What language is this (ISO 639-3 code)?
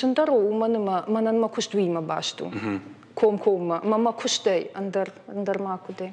oss